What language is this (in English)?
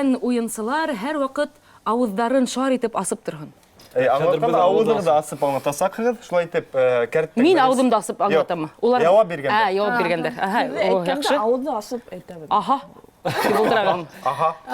Bashkir